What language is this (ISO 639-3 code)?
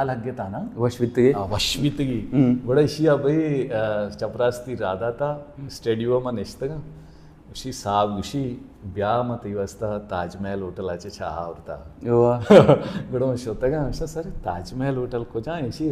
bal